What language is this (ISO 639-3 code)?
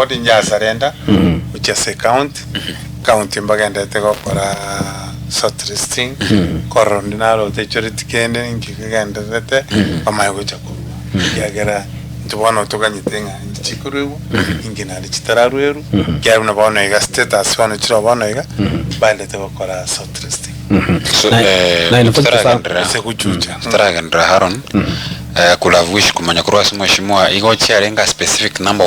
guz